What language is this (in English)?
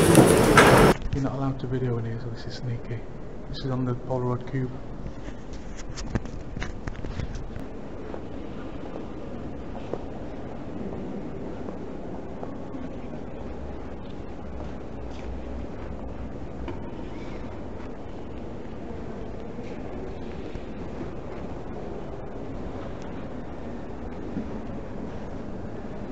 English